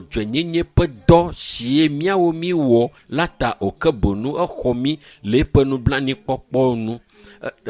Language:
Ewe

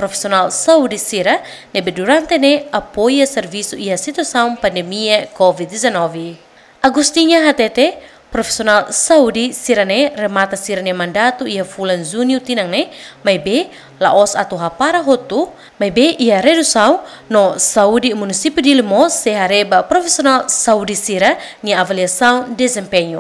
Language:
Tetum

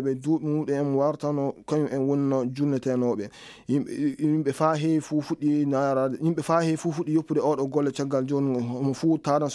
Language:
Fula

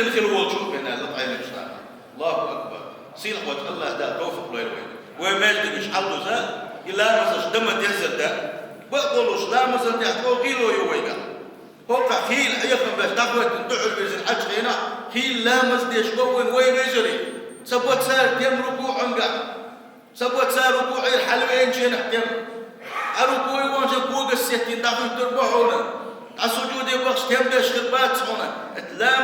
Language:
Chechen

